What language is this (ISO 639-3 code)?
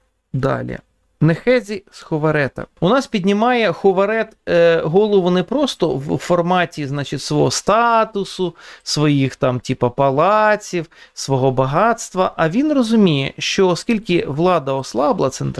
ukr